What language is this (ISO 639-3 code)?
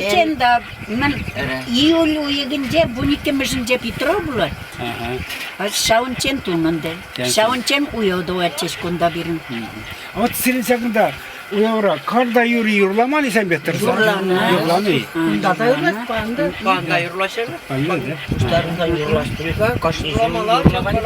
chv